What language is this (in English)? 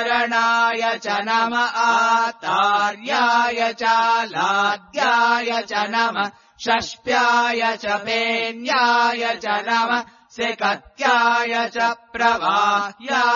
Sanskrit